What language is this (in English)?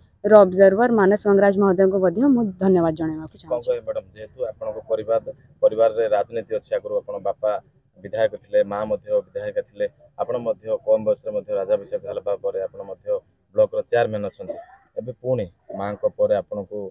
Odia